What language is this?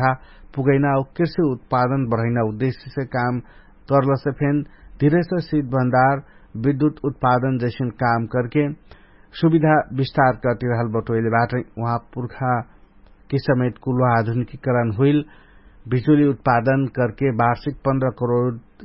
Dangaura Tharu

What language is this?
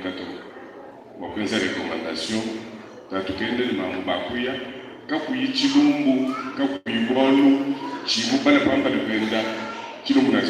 Luba-Lulua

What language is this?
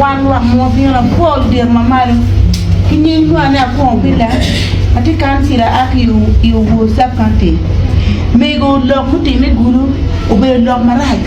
Acoli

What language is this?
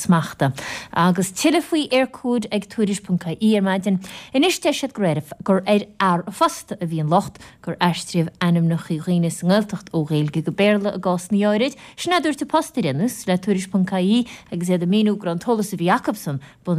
Irish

